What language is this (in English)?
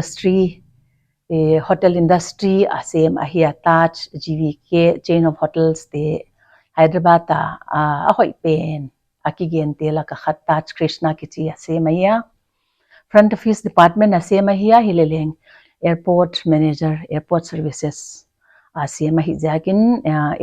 Paite Chin